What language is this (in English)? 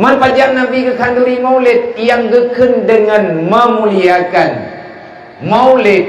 Achinese